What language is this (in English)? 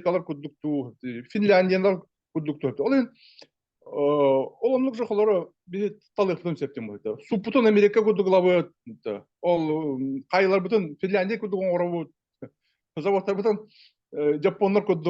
Yakut